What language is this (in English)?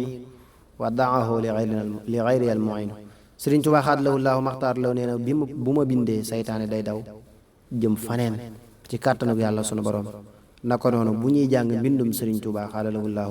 Wolof